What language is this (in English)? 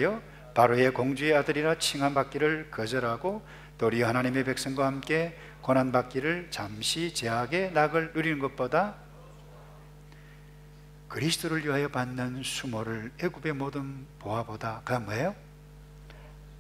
Korean